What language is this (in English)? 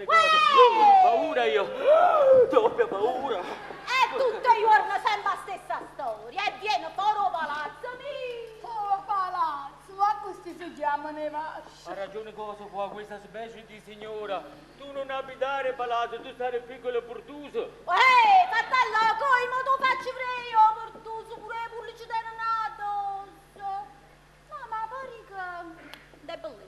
Neapolitan